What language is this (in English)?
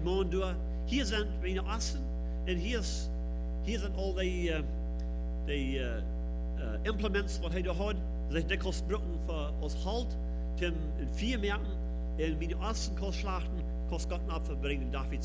Plautdietsch